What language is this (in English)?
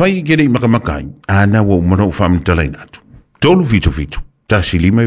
Samoan